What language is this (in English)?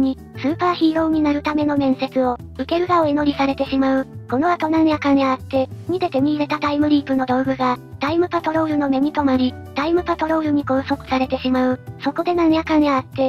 Japanese